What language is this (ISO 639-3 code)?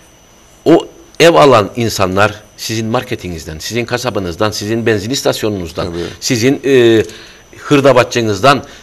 tur